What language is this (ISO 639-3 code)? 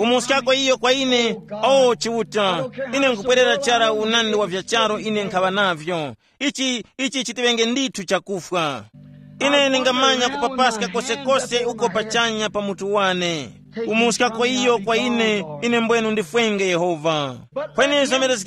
tum